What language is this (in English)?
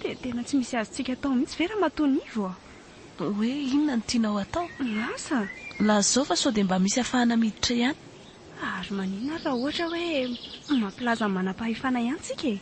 Malagasy